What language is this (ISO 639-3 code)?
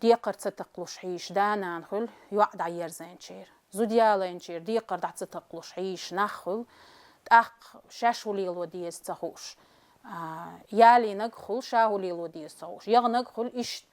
che